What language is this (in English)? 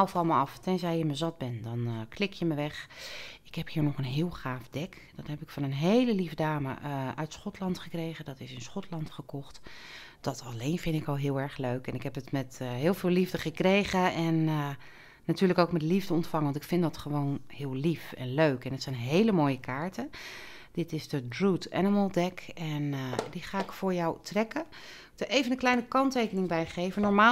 Dutch